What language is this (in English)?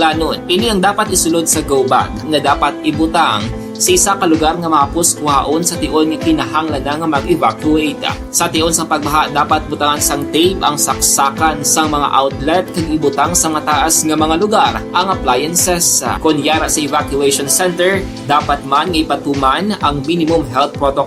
Hiligaynon